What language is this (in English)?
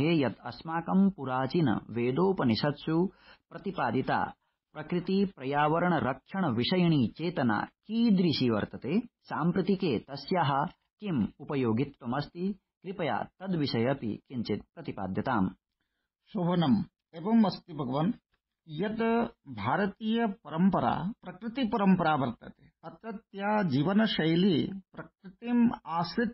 Sanskrit